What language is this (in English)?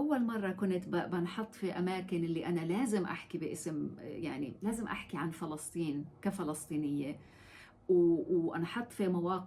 North Levantine Arabic